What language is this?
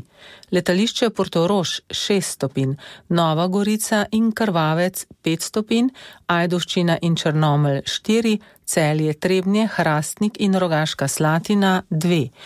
Slovenian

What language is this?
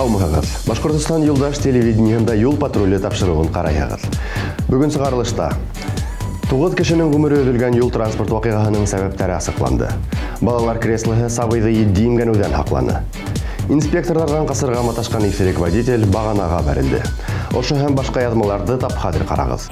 Bashkir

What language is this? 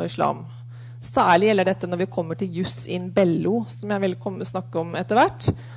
Norwegian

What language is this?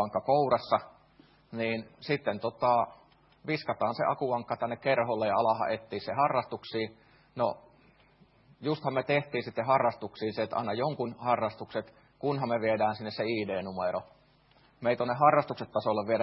Finnish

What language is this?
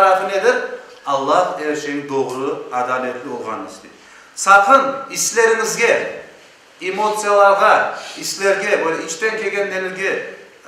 Crimean Tatar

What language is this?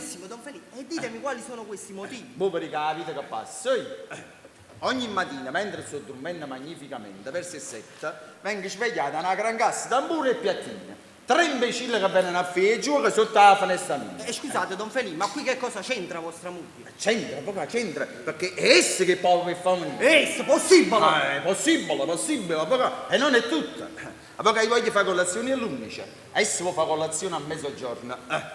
Neapolitan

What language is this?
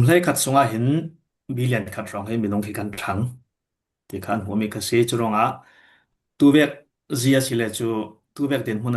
Falam Chin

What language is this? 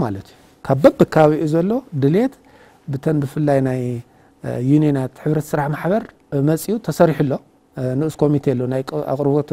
Tigrinya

